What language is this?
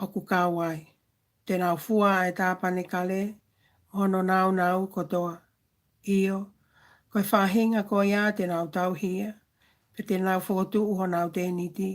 Tongan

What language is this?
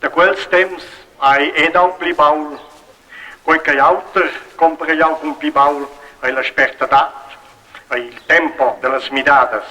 Romansh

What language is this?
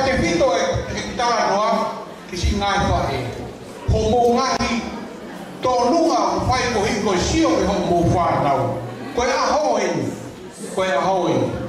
Tongan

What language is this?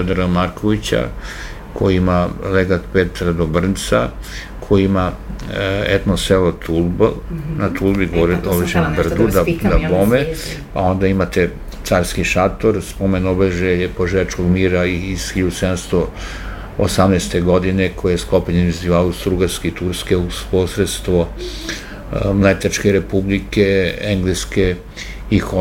Serbian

